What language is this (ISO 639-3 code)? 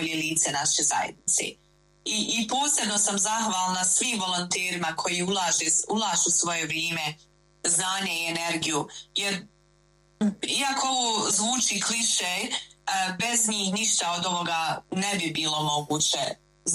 hrv